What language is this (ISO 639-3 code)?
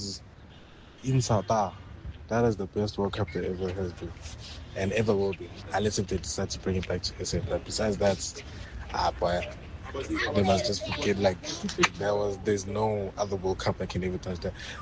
eng